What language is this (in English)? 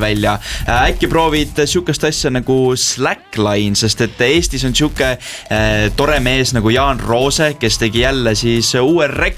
Estonian